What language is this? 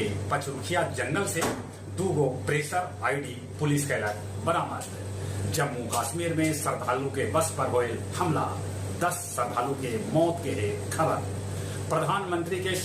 Magahi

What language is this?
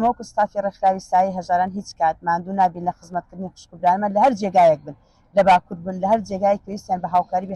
Central Kurdish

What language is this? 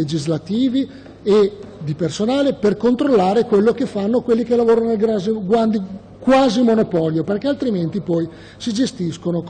Italian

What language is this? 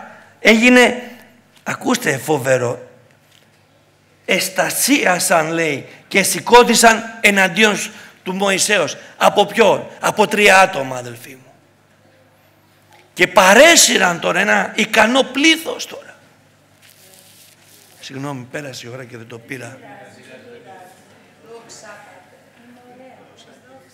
Greek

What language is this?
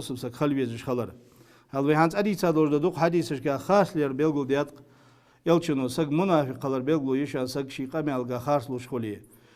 Ingush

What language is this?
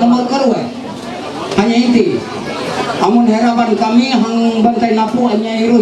Ma'anyan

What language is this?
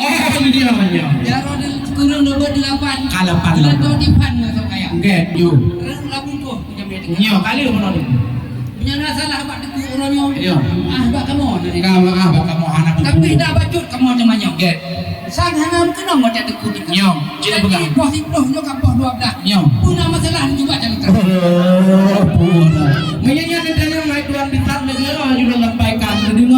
Achinese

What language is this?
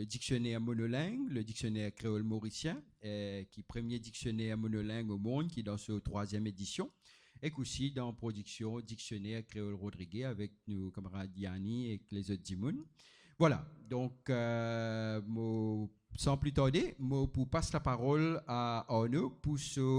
Morisyen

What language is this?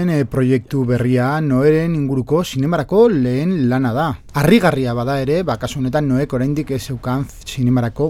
Basque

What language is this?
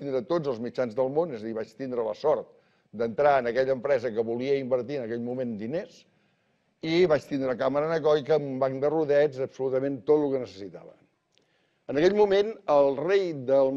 Catalan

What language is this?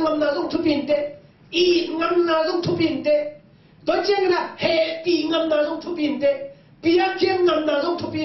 Tedim Chin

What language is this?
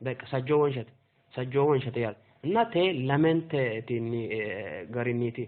Sidamo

